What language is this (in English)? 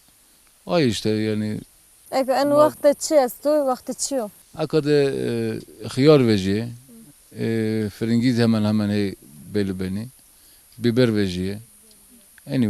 Zaza